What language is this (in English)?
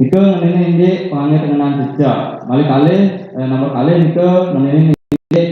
Balinese